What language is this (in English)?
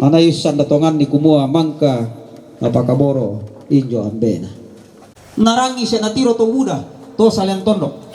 Toraja-Sa'dan